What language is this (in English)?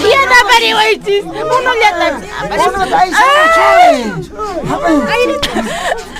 Quechua